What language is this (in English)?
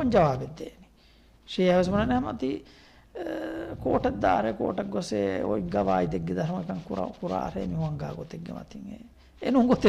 Divehi